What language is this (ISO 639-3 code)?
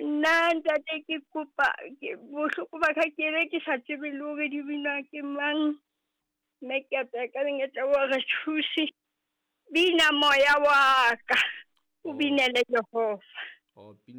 sot